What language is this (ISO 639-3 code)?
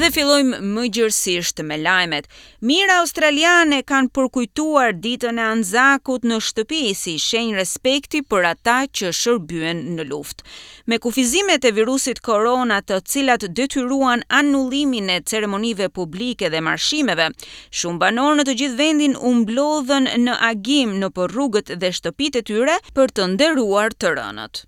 sqi